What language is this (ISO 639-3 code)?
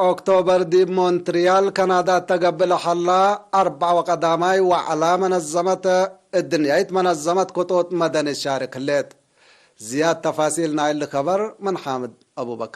tig